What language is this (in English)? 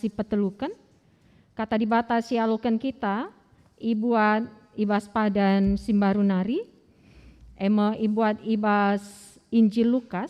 Batak Karo